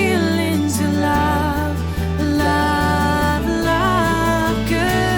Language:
Morisyen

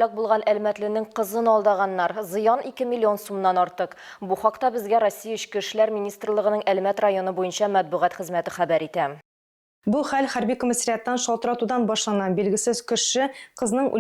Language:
Tatar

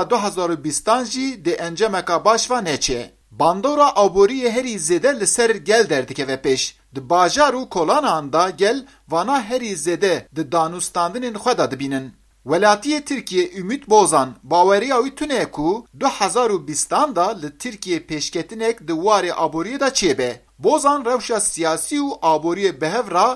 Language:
Kurdish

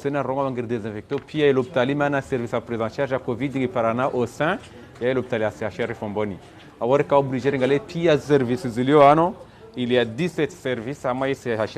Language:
Ngazidja Comorian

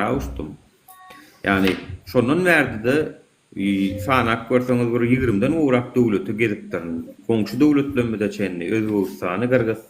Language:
Turkmen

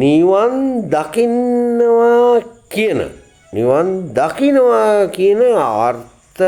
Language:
Sinhala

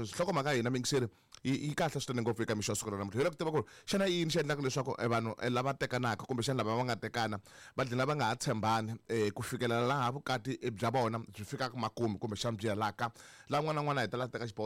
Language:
Tsonga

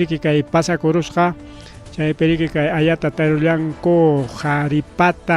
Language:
Ayacucho Quechua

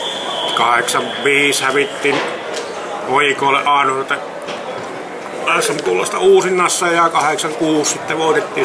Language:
Finnish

